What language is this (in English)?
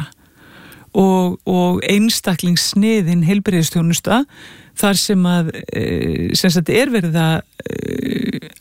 Icelandic